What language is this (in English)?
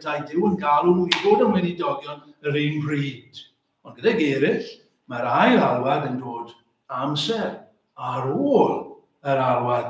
Welsh